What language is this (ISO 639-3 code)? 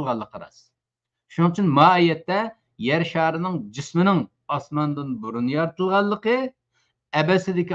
uig